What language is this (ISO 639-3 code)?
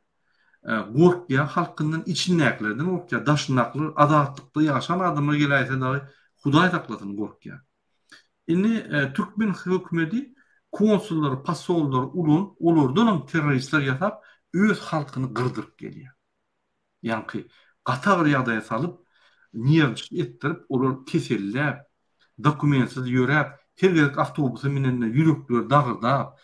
tuk